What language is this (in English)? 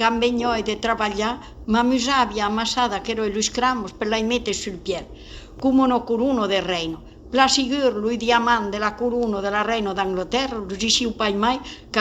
Occitan